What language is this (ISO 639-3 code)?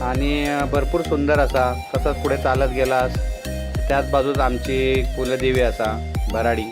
kok